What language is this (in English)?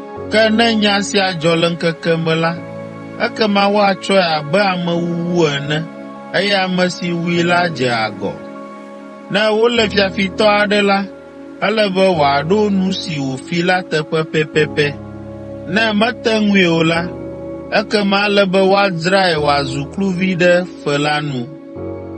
Ewe